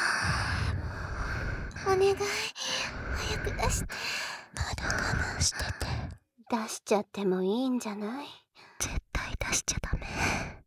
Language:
Japanese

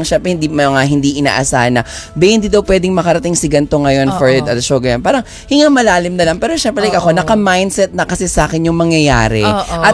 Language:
Filipino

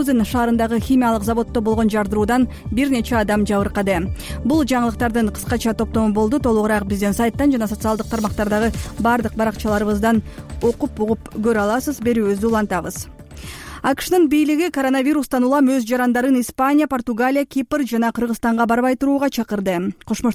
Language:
Kyrgyz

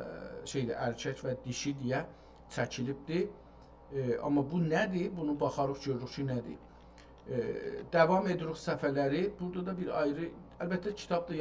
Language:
South Azerbaijani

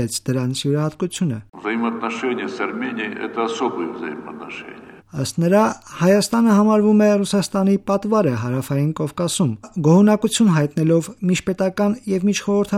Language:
Armenian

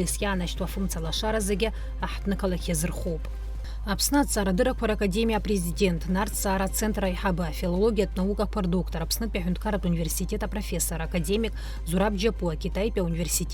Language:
Abkhazian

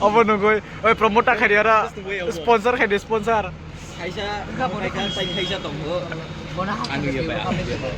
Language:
Kok Borok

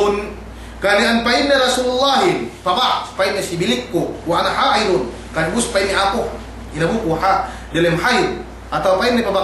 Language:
Yakan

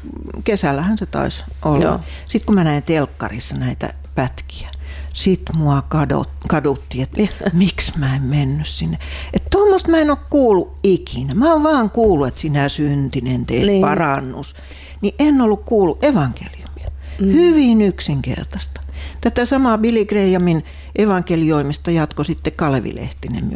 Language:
Finnish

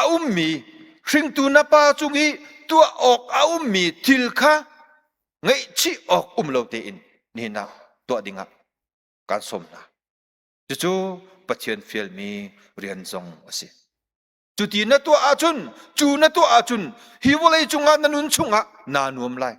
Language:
Hakha Chin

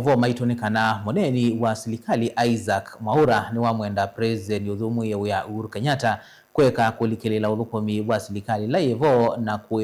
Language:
Kamba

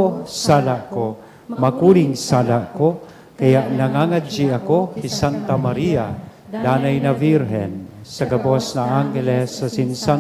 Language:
Bikol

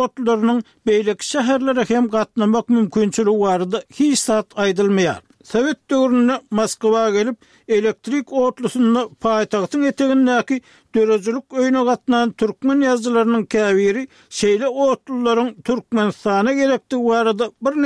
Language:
Turkmen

